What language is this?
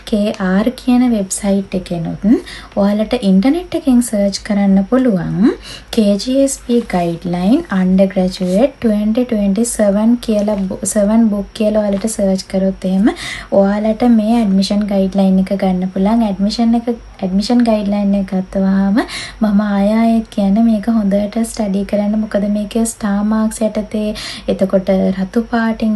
Sinhala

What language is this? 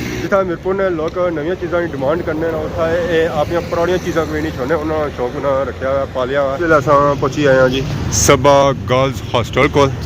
Pahari-Potwari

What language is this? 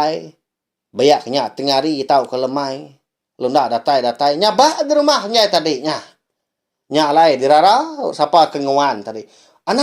Iban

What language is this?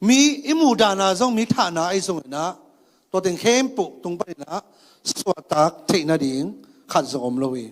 Tedim Chin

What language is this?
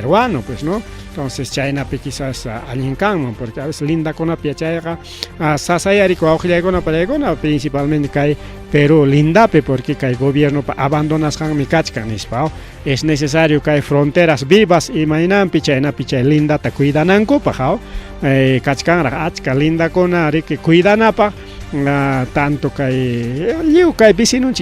Ayacucho Quechua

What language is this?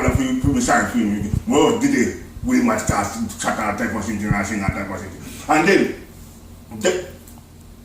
Jamaican Creole English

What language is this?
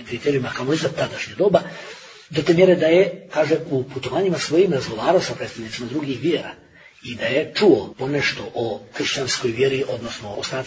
Bosnian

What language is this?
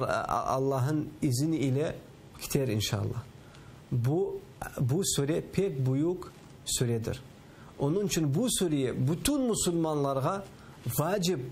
Crimean Tatar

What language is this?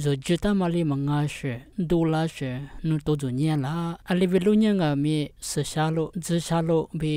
Lisu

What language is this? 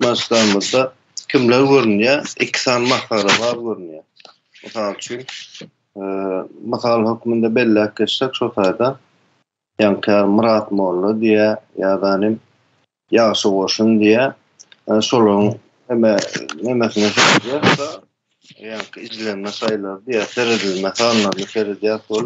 Turkmen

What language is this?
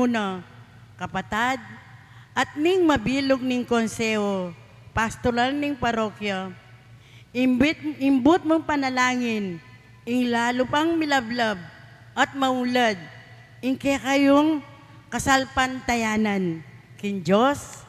Pampanga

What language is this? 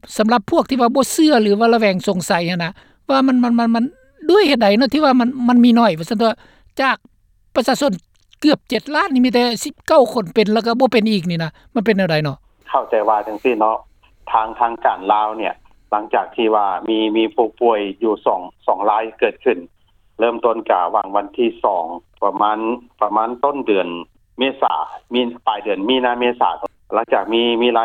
Lao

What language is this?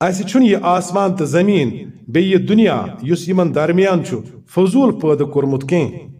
Kashmiri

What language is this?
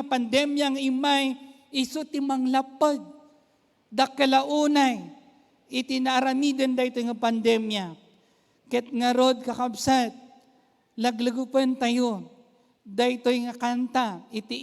Iloko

